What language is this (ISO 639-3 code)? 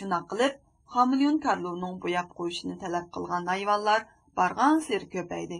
uig